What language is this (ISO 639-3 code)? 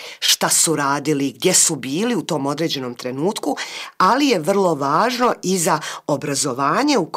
bos